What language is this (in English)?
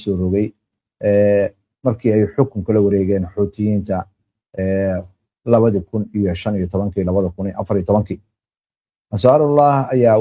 Somali